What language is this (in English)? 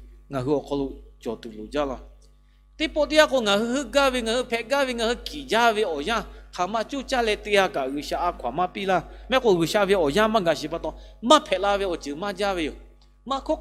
Lahu